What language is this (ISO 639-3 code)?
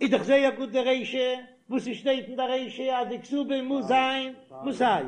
yid